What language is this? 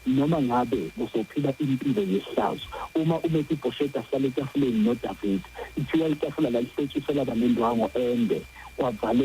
Zulu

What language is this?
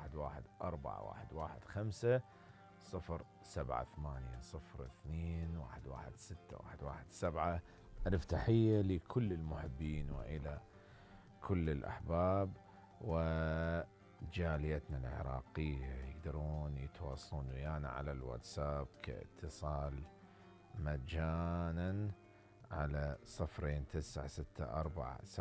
Mesopotamian Arabic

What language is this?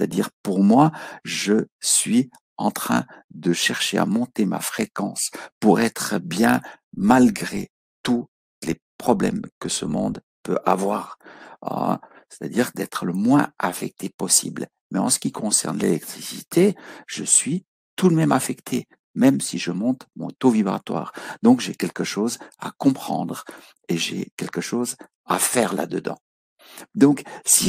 French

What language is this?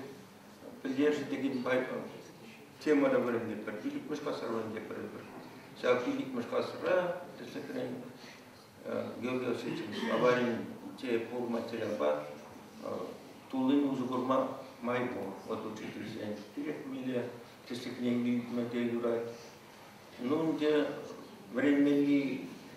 Chuvash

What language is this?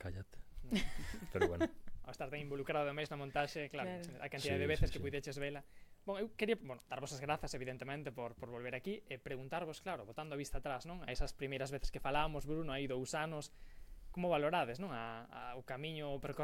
Galician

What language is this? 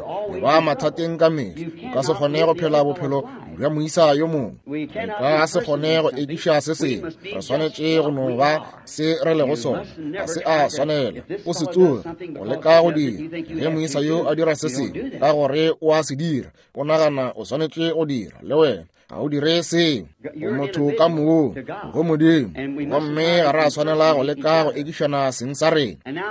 Northern Sotho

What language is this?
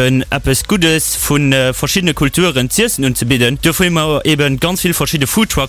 Luxembourgish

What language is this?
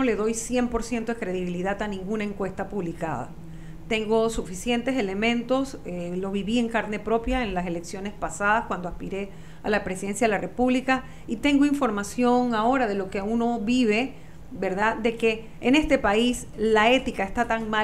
Spanish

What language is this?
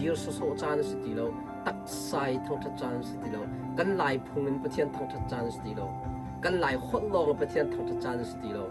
Hakha Chin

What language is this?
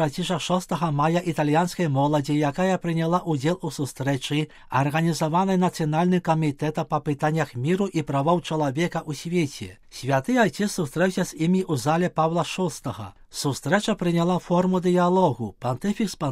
Belarusian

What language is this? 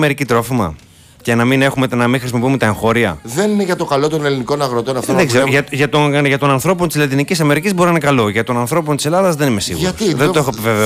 Greek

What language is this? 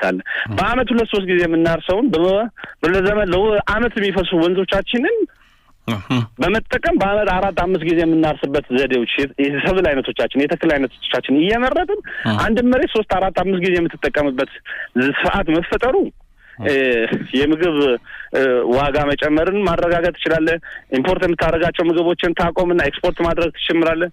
Amharic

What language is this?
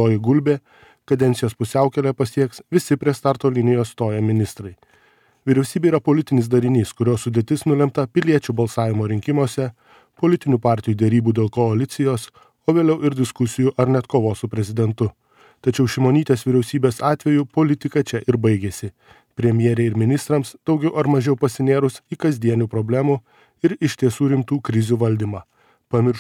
Lithuanian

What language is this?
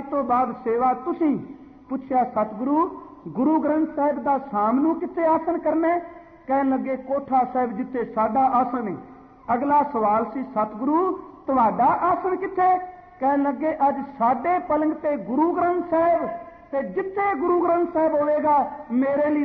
Punjabi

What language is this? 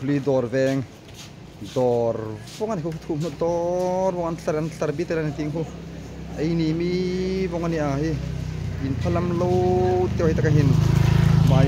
Hmar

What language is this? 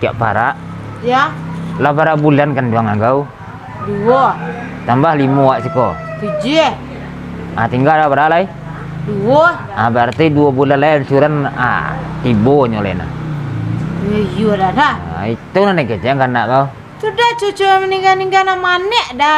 Minangkabau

